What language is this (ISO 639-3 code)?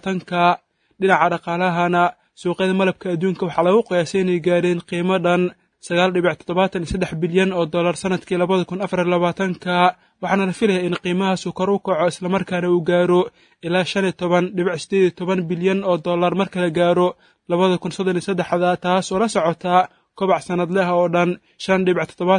som